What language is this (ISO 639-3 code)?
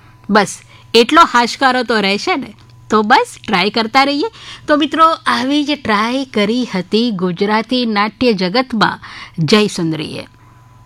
guj